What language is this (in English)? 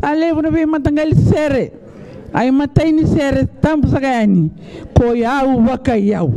Fijian